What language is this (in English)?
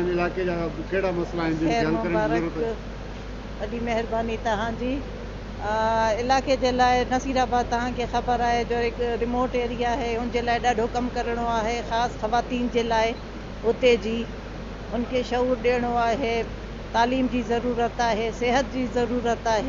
Sindhi